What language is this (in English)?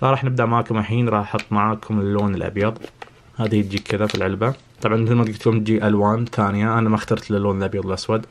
Najdi Arabic